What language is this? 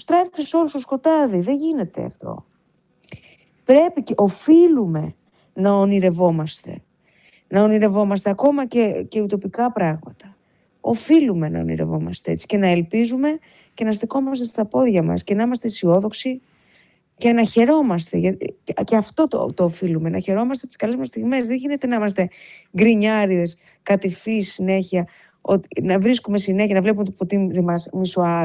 Greek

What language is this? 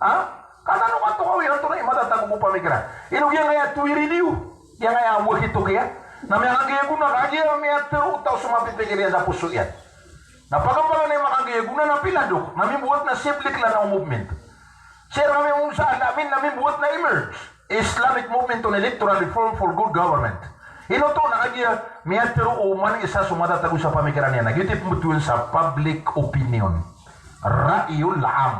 Maranao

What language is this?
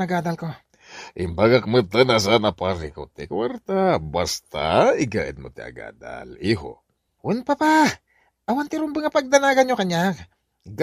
Iloko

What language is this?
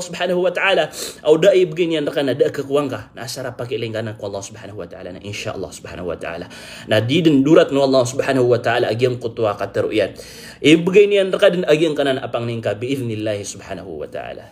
Maranao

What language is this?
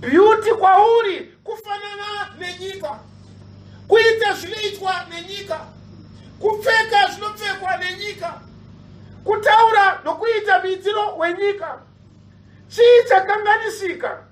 Shona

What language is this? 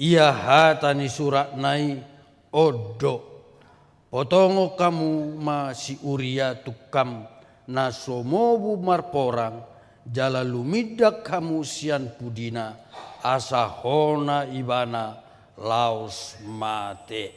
Batak Toba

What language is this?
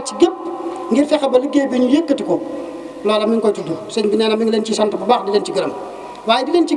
Wolof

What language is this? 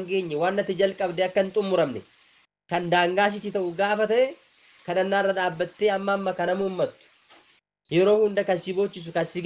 Oromo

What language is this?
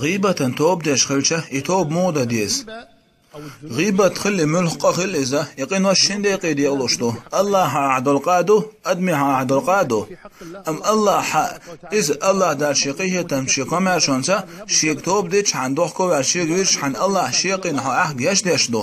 Chechen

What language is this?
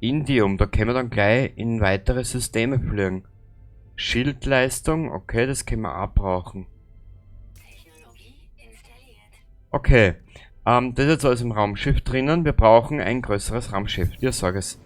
Bavarian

